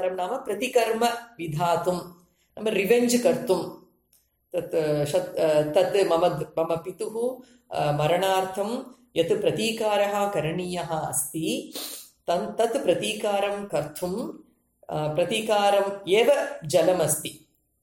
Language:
Sanskrit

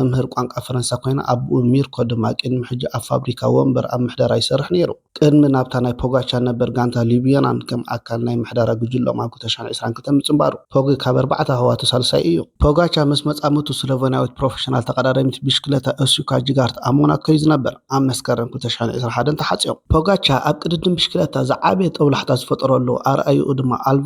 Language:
Tigrinya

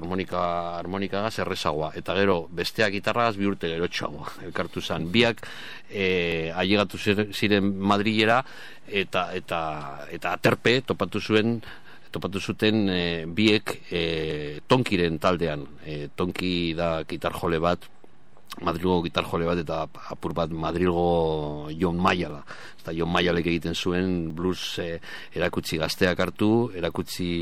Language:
Basque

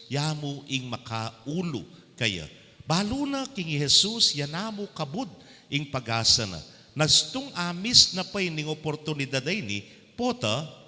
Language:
Pampanga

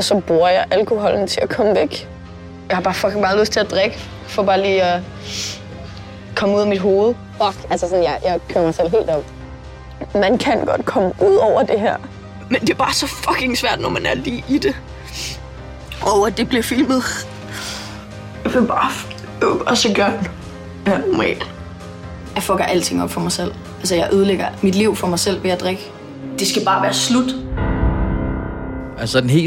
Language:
Danish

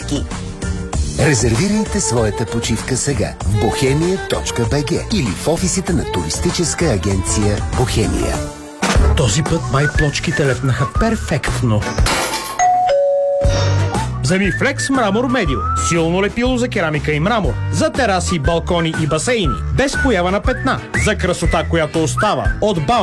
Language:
Bulgarian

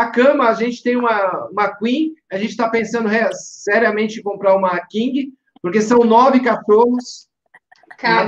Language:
Portuguese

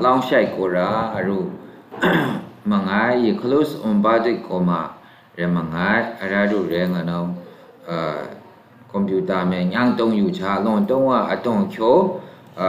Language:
Maru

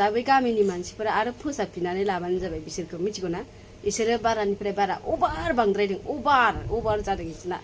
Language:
Bodo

